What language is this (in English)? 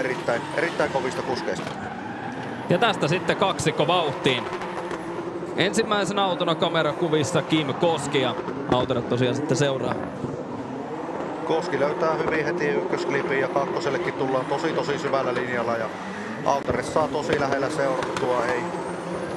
Finnish